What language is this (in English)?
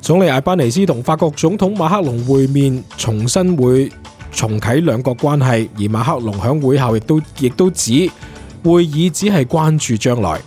Cantonese